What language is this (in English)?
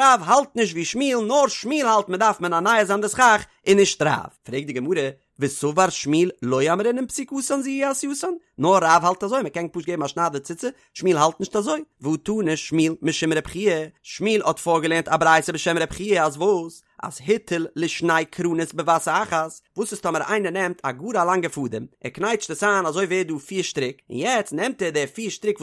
Yiddish